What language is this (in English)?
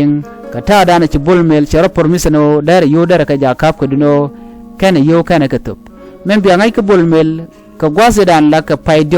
Nuer